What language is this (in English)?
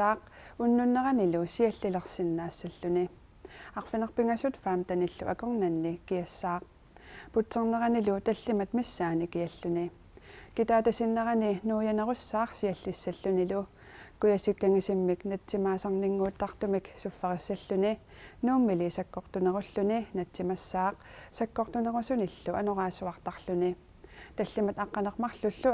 Kalaallisut